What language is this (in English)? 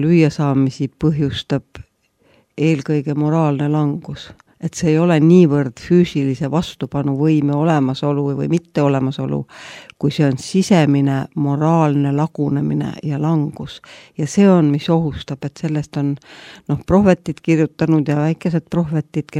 Estonian